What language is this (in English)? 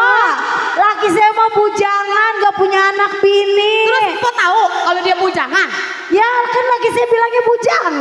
Betawi